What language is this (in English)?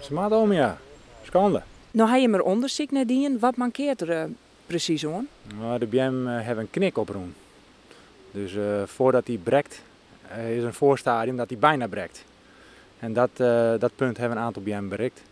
Western Frisian